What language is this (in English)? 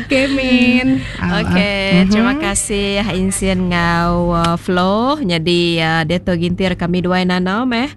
Iban